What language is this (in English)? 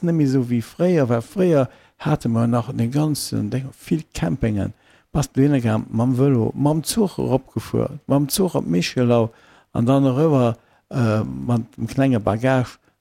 Luxembourgish